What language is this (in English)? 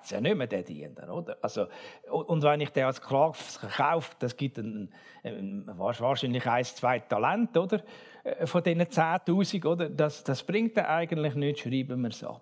German